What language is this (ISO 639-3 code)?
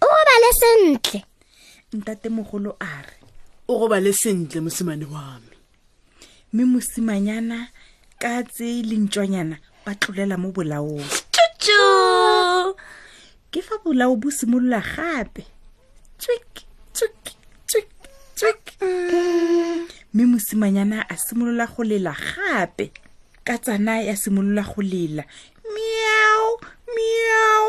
tsn